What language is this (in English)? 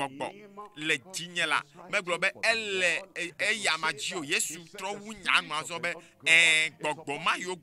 Ewe